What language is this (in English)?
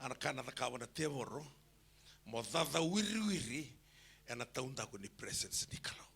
Fijian